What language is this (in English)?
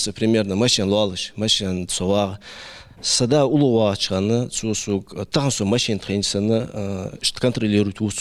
Ingush